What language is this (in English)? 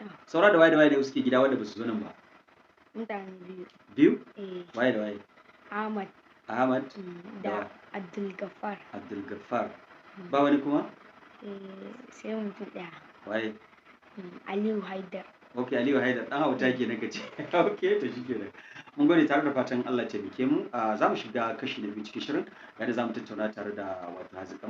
Hausa